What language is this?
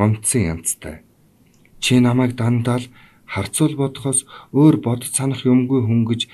Mongolian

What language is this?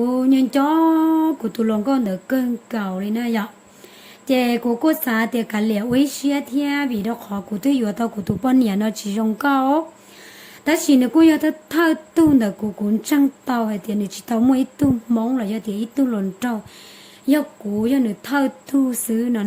Hmong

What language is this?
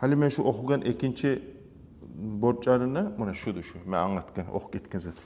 Kumyk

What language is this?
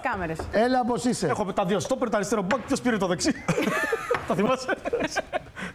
Greek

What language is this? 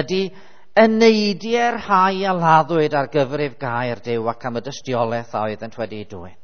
Welsh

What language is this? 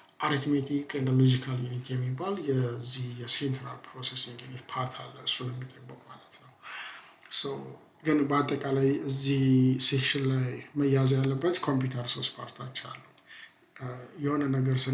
Amharic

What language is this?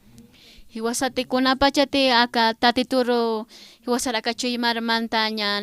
Aymara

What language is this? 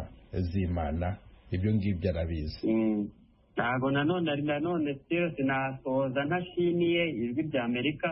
Kinyarwanda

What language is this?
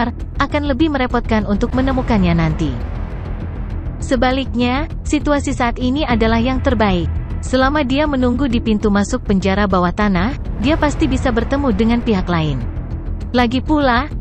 Indonesian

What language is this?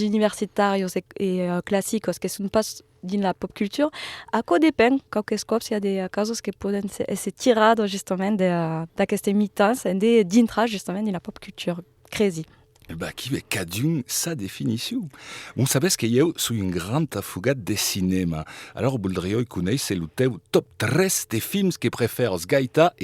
Occitan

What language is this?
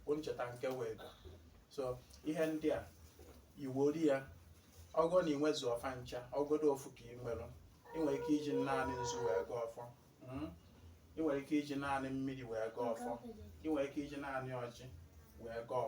Igbo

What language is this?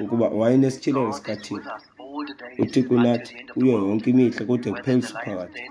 Xhosa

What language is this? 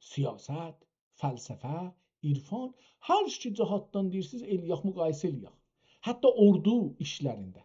South Azerbaijani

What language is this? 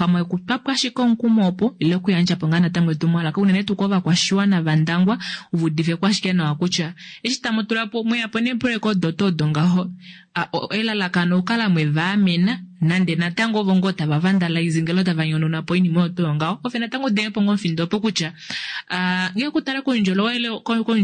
Kuanyama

